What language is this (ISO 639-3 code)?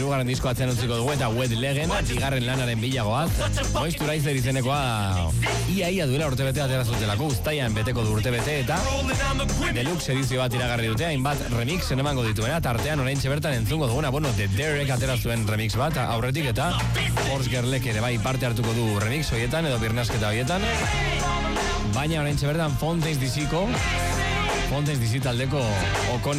eus